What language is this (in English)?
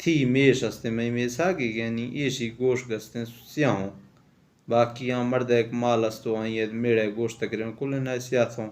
Baluchi